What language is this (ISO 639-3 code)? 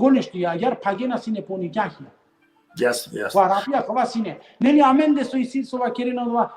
rmn